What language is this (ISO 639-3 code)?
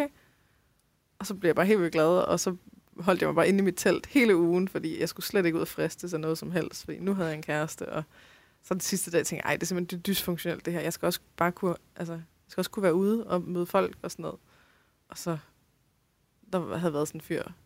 dan